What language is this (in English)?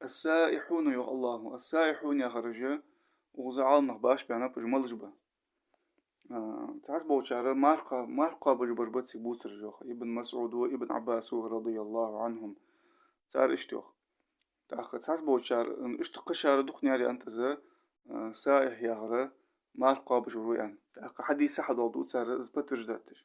Ingush